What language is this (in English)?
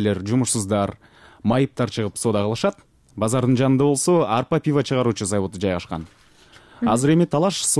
Kyrgyz